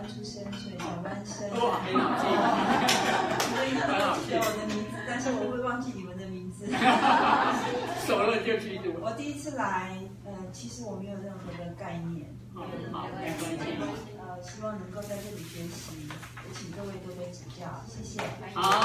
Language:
Chinese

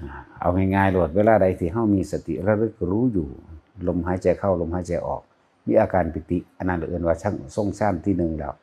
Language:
Northeastern Thai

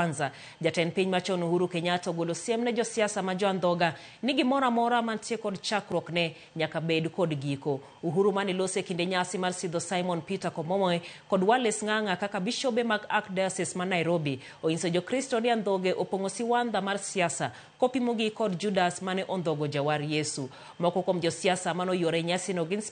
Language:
Luo (Kenya and Tanzania)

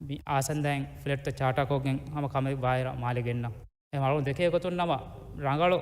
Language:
Divehi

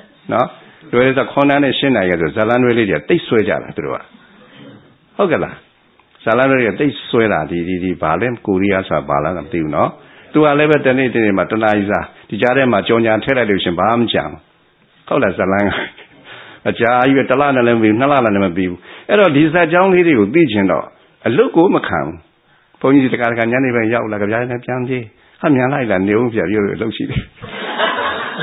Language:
Burmese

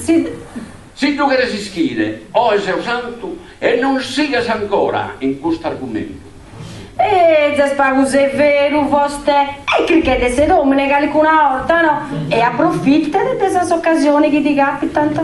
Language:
Sardinian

